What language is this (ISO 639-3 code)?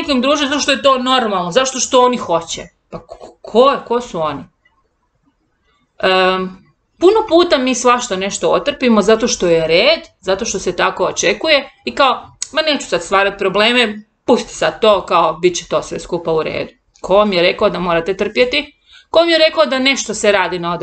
hrv